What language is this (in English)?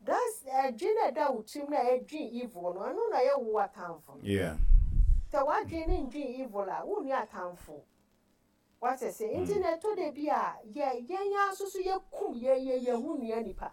Akan